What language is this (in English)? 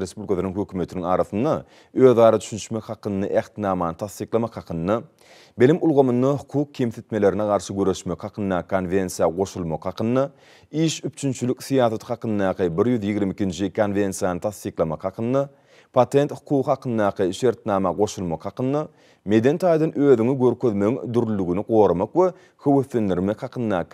Turkmen